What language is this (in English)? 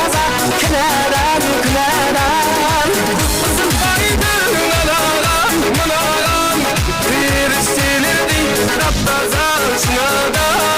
Kara-Kalpak